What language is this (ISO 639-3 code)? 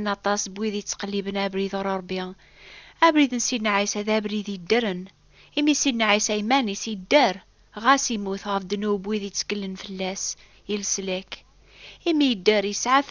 kab